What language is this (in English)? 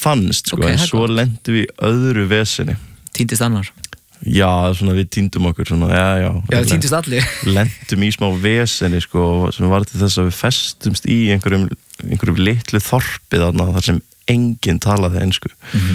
Icelandic